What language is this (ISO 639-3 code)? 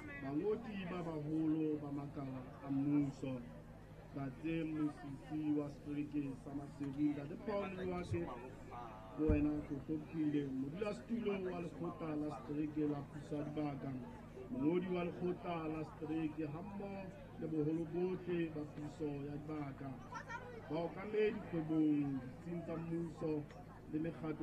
sot